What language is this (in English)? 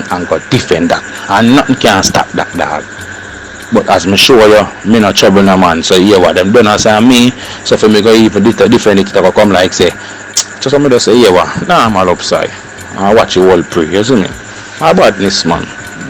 Jamaican Creole English